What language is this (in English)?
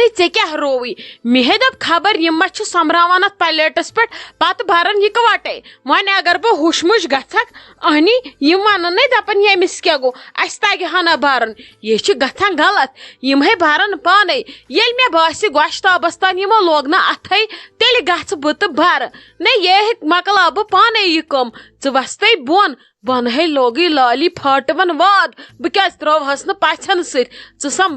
Kashmiri